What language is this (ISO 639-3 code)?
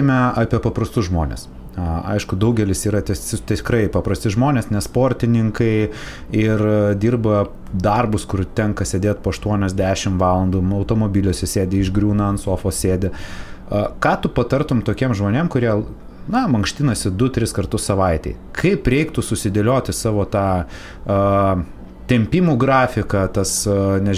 lit